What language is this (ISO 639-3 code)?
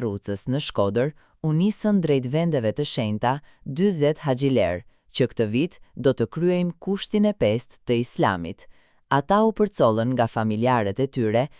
sqi